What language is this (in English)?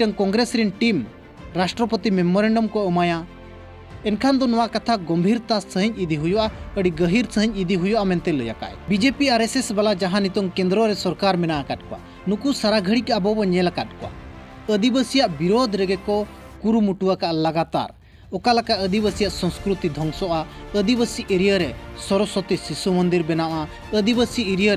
Santali